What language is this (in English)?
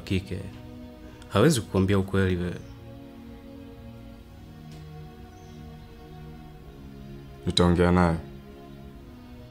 Swahili